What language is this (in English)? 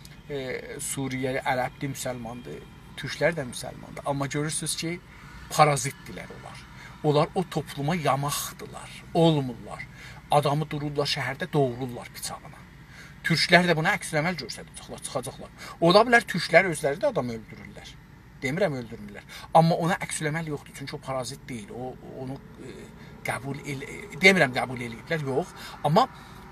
South Azerbaijani